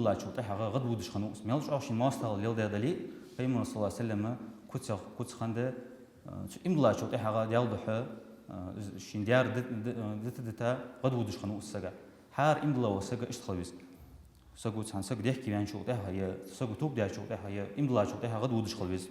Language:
Ingush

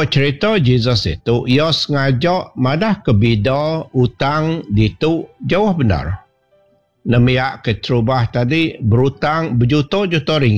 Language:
Iban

